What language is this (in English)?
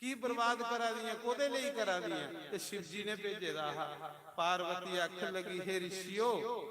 Dogri